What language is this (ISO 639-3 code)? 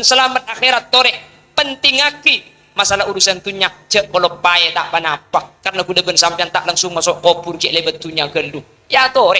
mad